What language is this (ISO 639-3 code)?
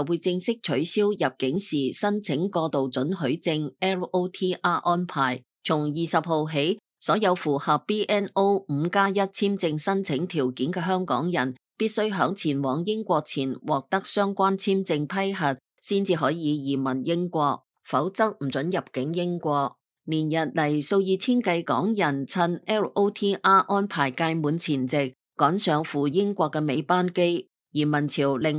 yue